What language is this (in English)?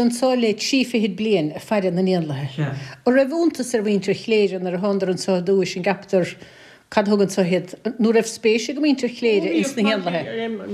Irish